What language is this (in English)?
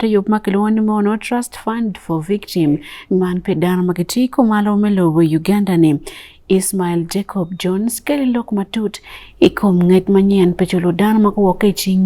Acoli